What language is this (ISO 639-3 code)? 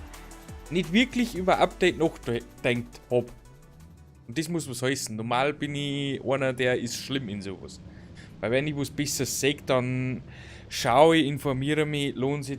bar